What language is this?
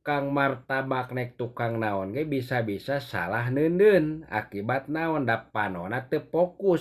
Sundanese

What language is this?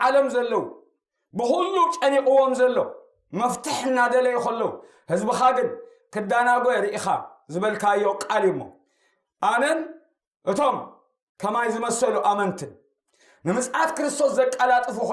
Tigrinya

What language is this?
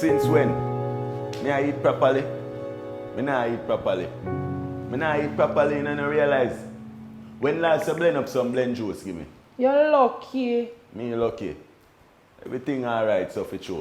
Jamaican Creole English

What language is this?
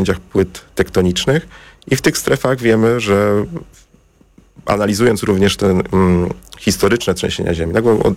Polish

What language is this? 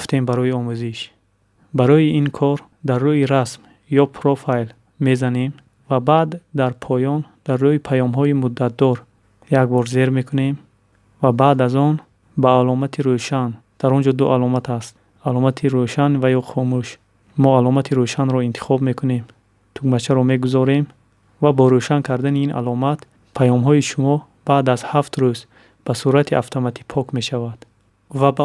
Tajik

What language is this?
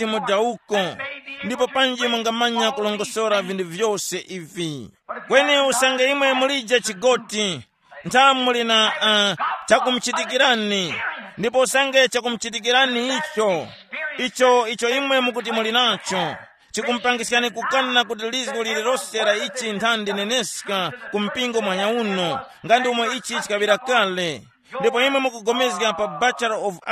Tumbuka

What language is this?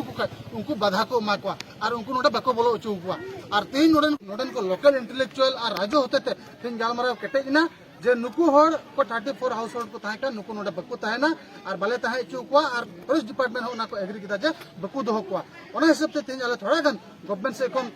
Santali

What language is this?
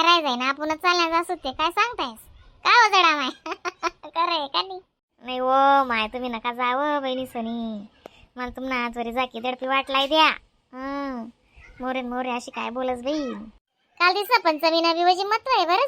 Khandesi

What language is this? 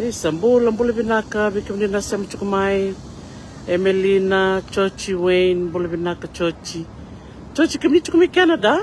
Fijian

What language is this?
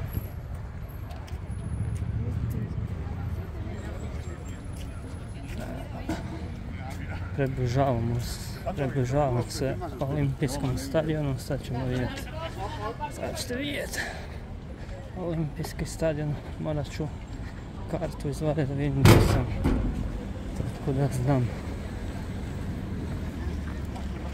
Croatian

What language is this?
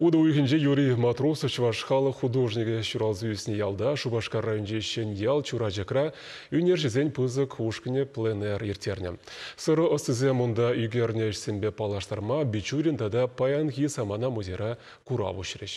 Chuvash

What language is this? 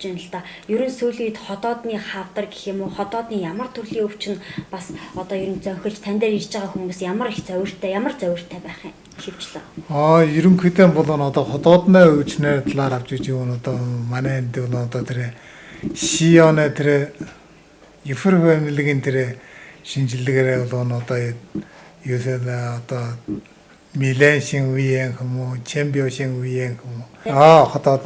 Mongolian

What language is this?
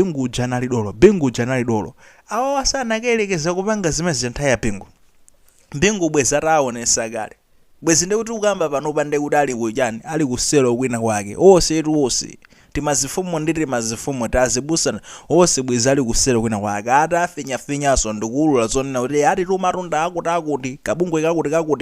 Nyanja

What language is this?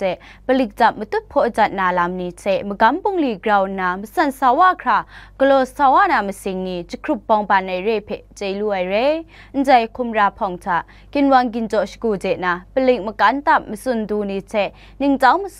Kachin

